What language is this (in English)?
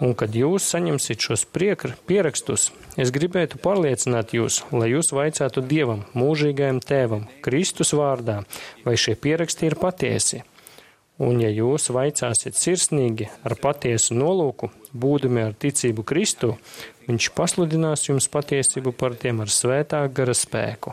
Latvian